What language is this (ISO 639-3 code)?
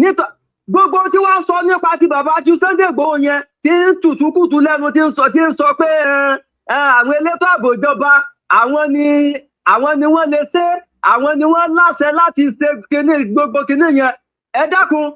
yor